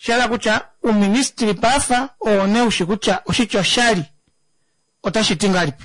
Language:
Kuanyama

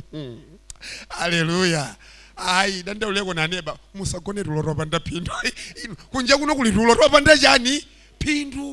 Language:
Nyanja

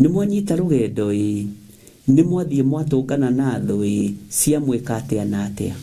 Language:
Kikuyu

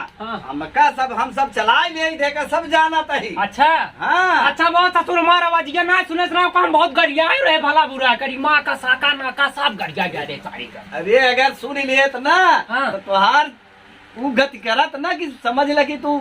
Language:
Awadhi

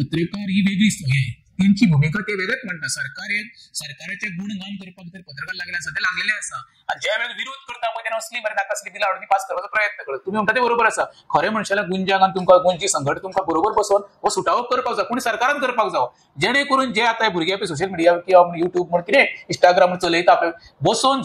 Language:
Konkani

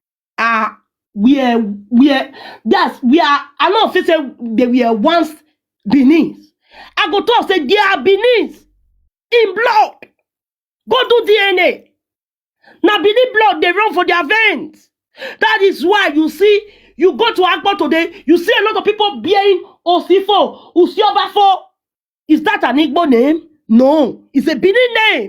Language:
Nigerian Pidgin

